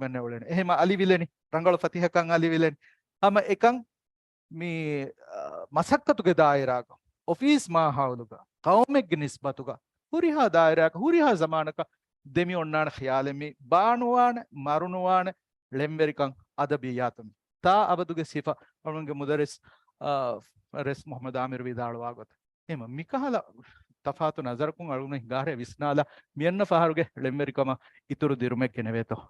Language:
Divehi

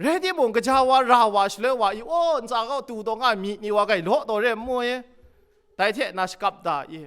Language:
Kachin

